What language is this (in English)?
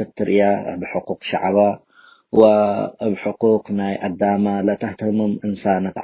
Tigre